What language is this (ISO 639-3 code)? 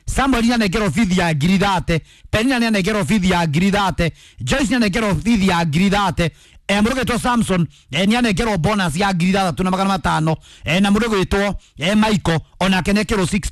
kik